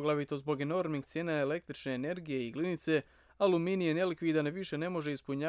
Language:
Bosnian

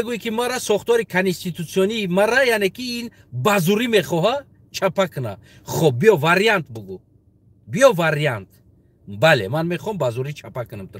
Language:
Tajik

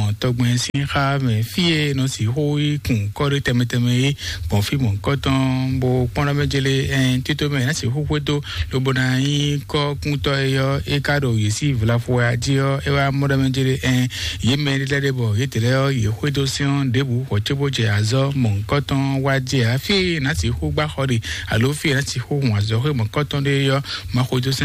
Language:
Fon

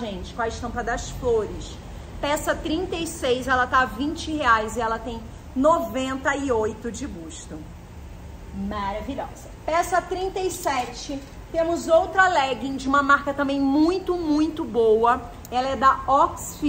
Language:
Portuguese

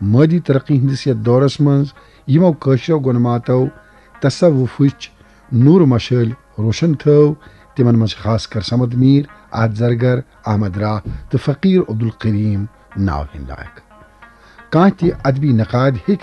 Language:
Kashmiri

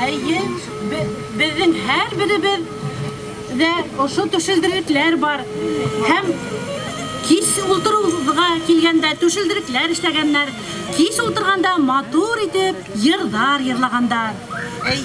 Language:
Bashkir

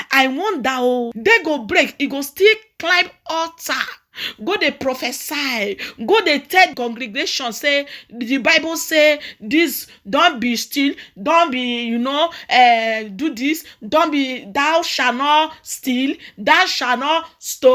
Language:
Nigerian Pidgin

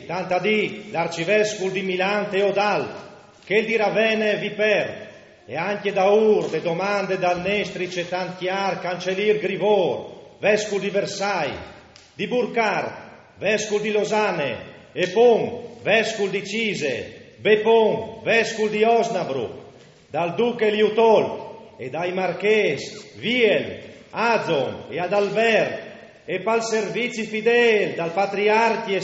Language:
Friulian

